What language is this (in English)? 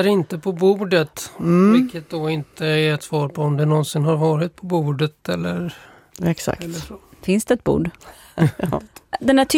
Swedish